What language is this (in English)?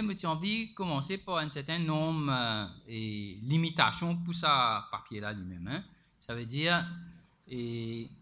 Morisyen